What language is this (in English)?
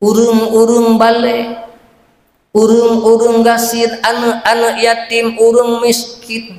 Achinese